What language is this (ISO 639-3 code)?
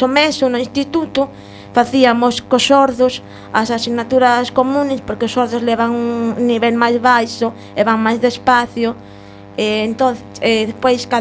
glg